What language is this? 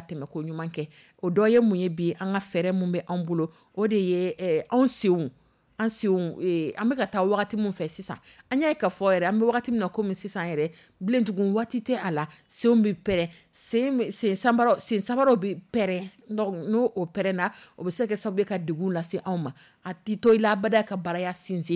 Dyula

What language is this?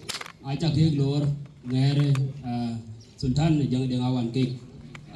Dinka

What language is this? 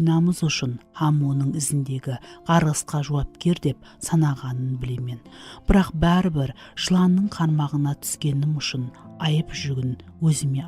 Kara-Kalpak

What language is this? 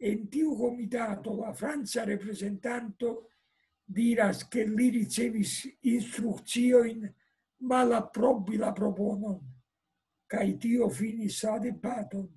Esperanto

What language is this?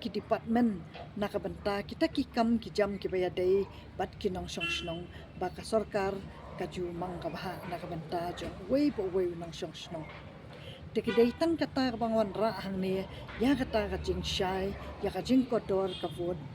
Khasi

